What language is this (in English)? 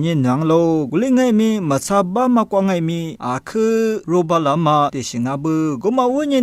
Lisu